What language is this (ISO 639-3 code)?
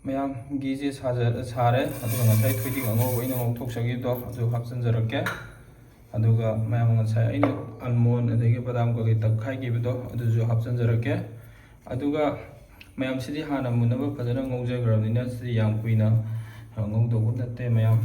mni